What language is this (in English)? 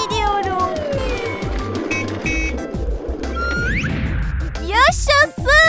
Turkish